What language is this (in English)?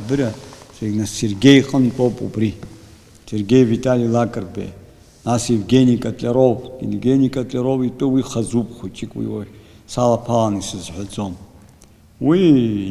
Abkhazian